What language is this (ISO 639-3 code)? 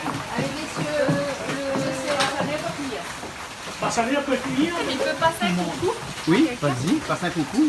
rcf